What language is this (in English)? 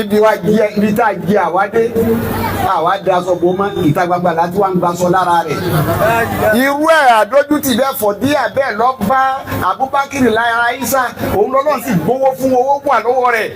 Yoruba